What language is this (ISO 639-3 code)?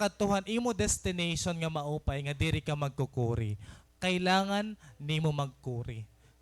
war